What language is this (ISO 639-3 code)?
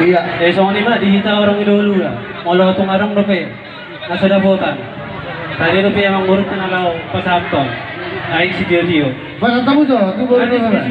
bbc